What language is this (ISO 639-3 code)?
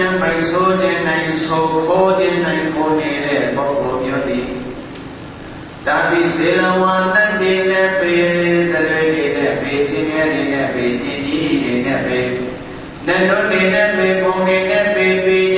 mya